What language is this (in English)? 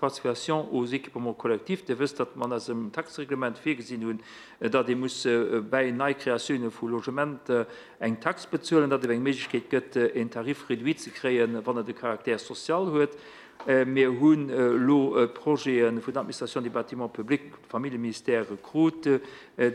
Luxembourgish